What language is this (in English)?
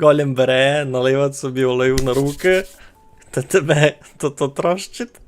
Rusyn